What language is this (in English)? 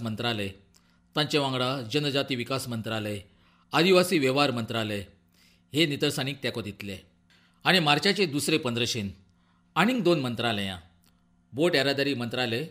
Konkani